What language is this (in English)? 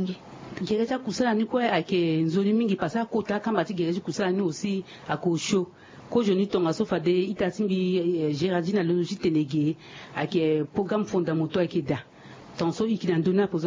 Sango